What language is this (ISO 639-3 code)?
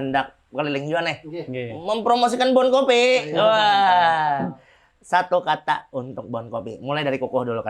bjn